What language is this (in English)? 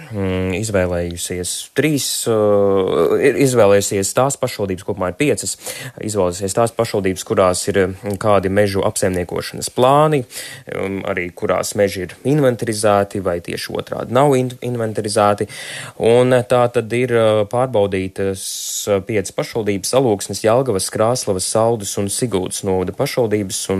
Latvian